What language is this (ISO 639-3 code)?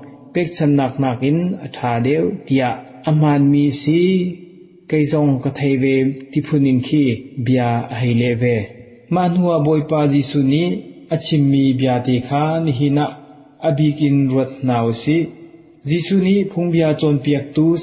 cnh